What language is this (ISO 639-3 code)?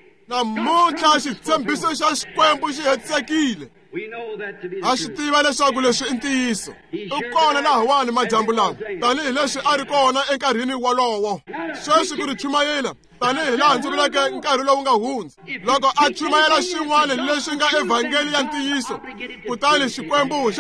tso